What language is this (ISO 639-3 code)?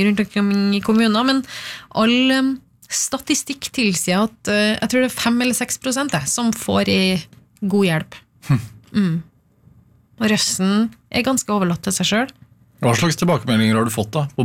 nor